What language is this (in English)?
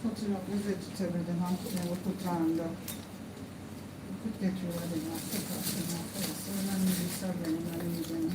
Jamaican Creole English